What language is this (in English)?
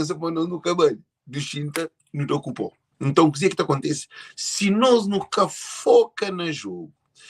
Kabuverdianu